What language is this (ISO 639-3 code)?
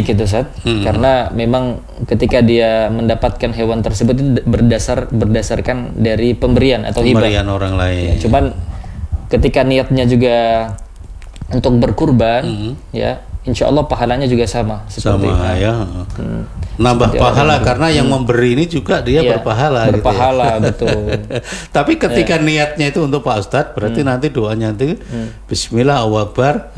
ind